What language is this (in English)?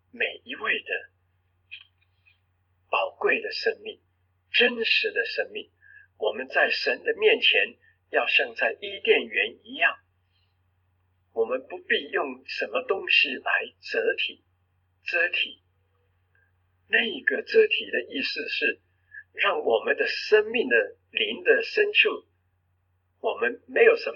Chinese